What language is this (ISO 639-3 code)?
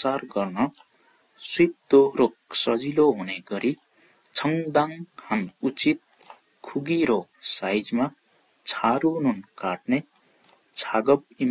nep